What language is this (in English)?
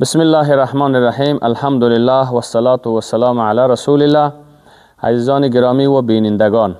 Persian